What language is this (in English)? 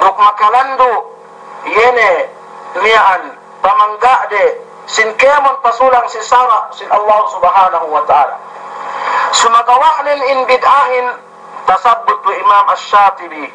Yakan